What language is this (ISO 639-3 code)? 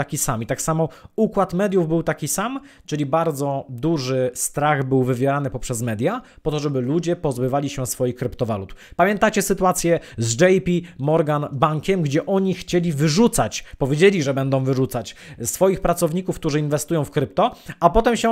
pol